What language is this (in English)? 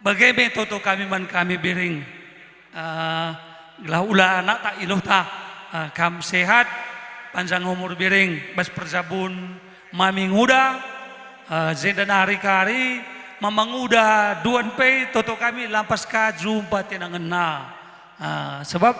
Batak Karo